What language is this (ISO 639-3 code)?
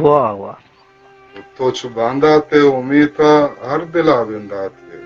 bal